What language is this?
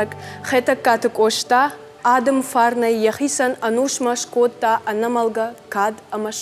Ossetic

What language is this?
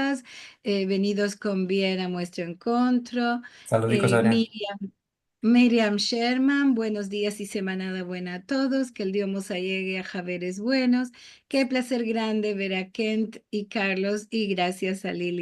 Ladino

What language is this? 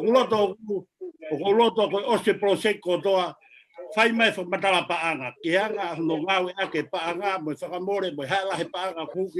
Tongan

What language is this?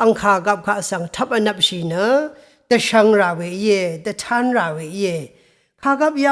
Rawang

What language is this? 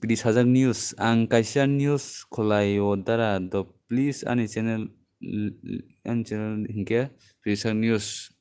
Kok Borok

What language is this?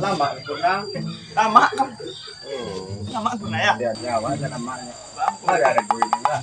Minangkabau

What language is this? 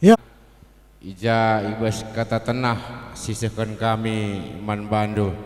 Batak Karo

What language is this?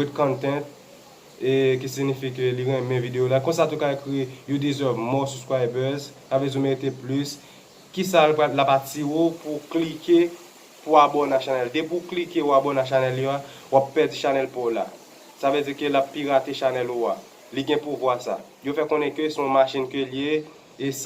Haitian Creole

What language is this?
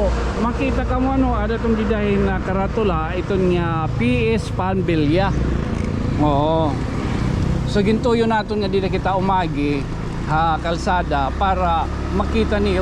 Waray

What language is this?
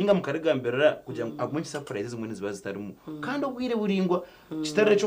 Nyankole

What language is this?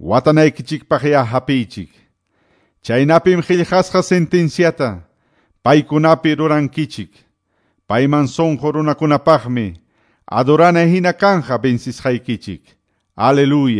Quechua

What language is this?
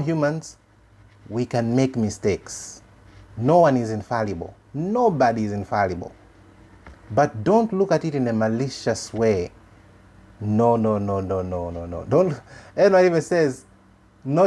English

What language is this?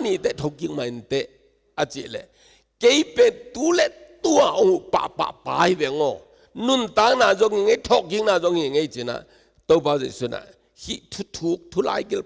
Tedim Chin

